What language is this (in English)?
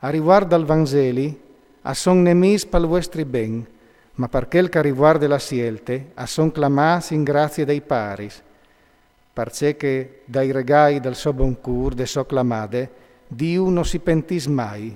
Friulian